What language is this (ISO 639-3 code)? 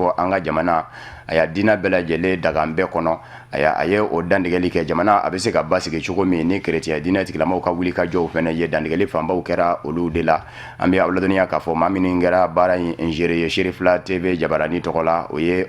bam